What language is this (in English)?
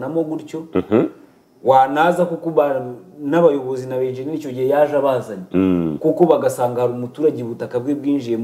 Kinyarwanda